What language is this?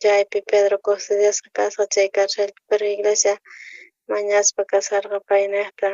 South Bolivian Quechua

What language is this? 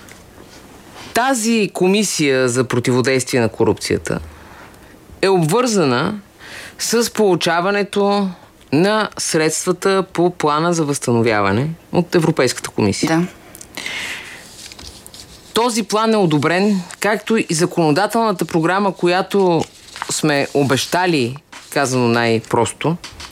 Bulgarian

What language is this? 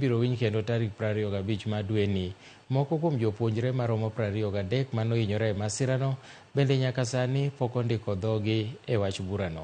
Luo (Kenya and Tanzania)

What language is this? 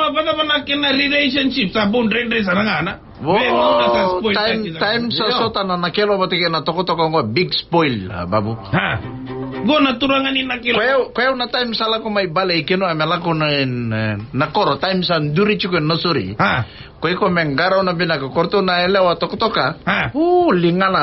Fijian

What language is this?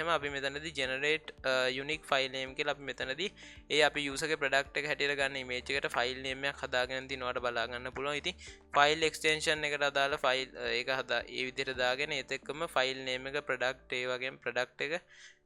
Sinhala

